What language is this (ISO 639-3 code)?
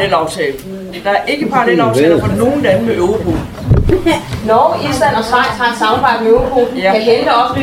dan